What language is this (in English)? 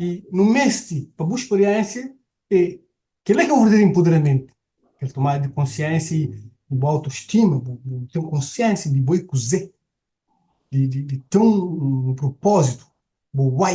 Kabuverdianu